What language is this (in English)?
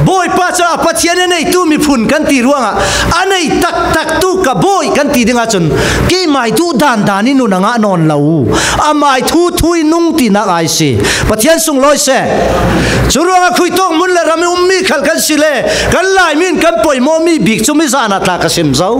Falam Chin